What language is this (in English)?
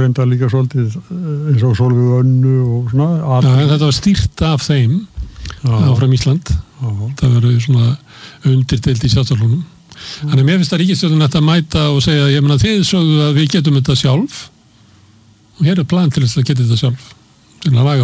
Icelandic